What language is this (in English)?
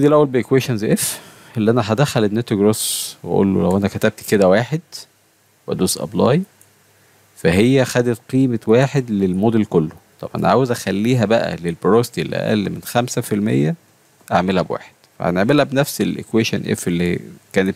Egyptian Arabic